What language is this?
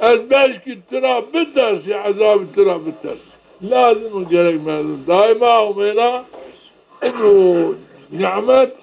Zaza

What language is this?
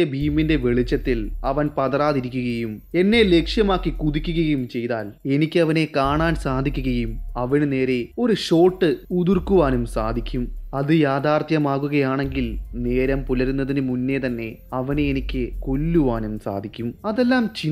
Malayalam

